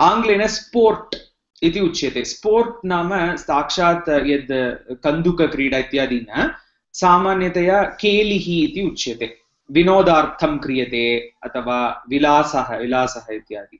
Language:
Sanskrit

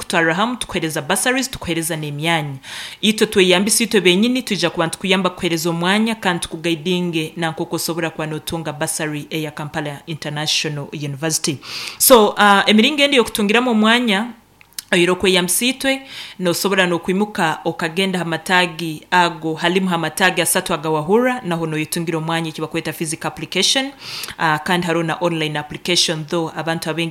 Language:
Nyankole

